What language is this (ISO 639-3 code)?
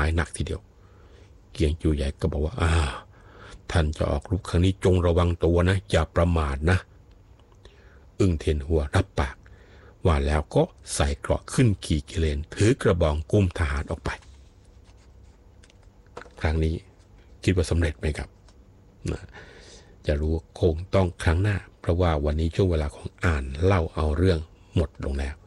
tha